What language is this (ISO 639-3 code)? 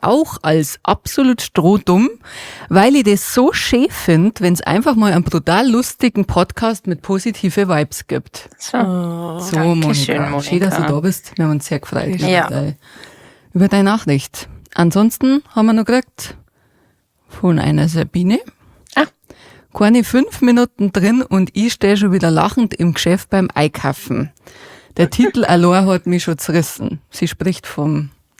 bar